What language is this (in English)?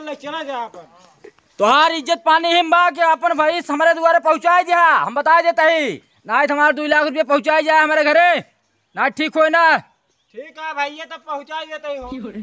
Awadhi